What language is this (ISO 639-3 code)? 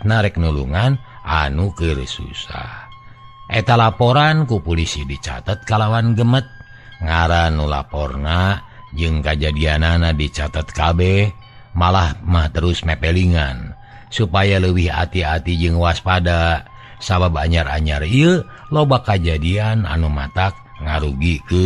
sun